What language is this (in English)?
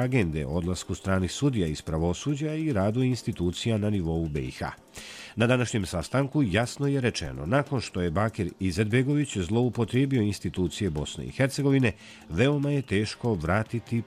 Bosnian